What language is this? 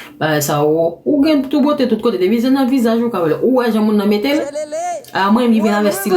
Haitian Creole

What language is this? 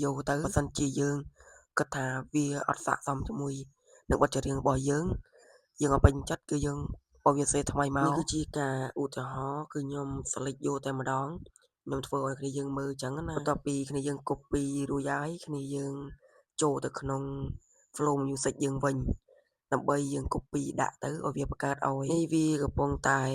Khmer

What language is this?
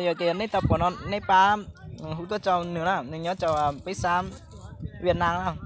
Hmong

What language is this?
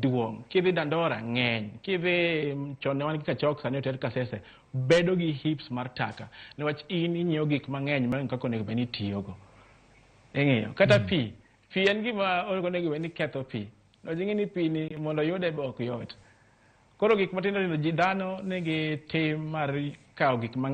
Luo (Kenya and Tanzania)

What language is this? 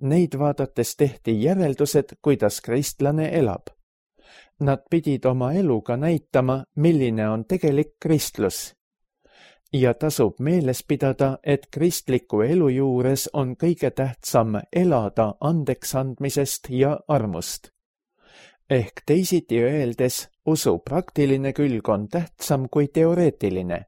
Estonian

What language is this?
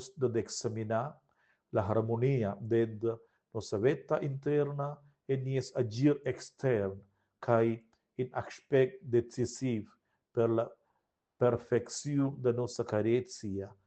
Romansh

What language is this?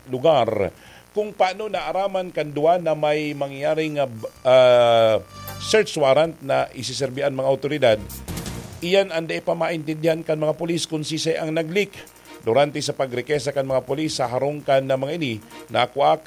Bikol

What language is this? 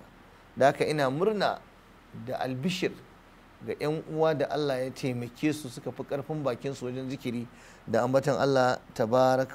Hausa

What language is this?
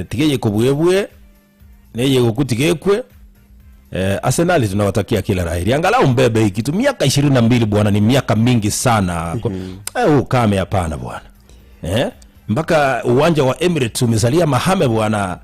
Gusii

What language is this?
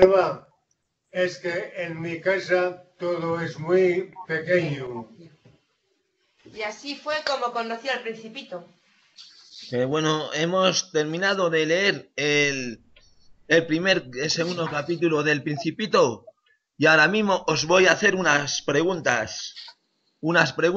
Spanish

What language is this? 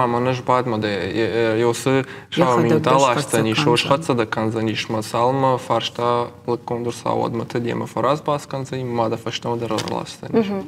Ossetic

